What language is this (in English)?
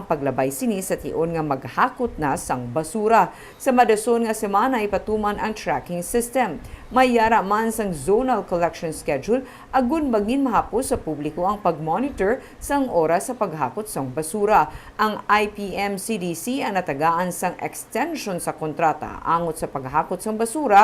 Hiligaynon